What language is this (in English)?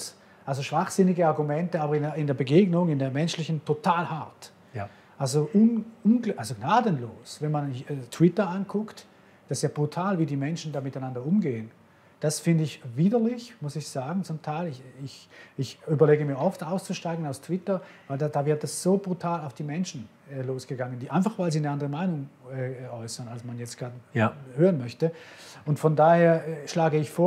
Swiss German